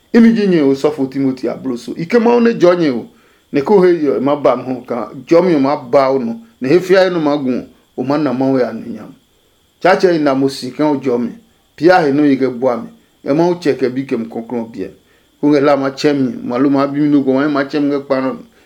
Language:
Adangme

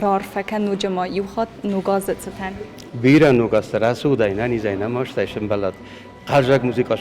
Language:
Ossetic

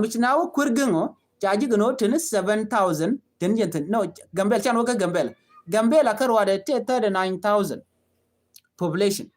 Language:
Nuer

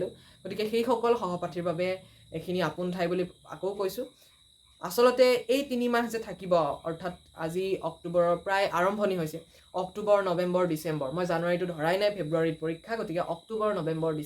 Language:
Assamese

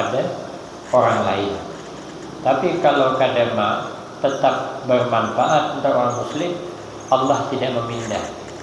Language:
Banjar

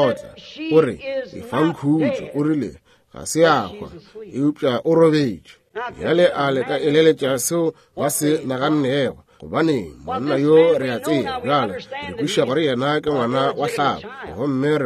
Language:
Northern Sotho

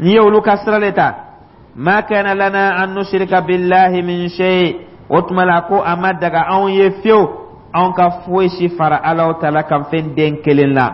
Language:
Dyula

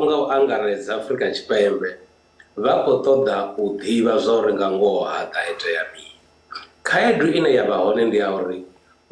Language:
Venda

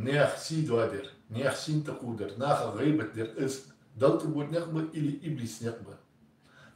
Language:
Ingush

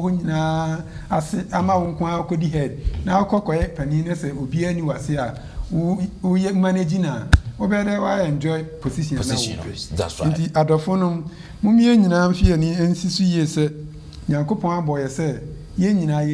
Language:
Akan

